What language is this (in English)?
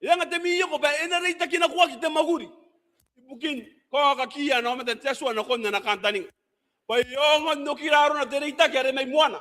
Gilbertese